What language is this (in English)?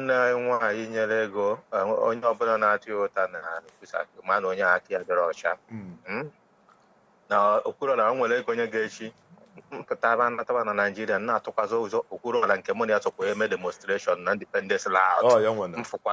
Igbo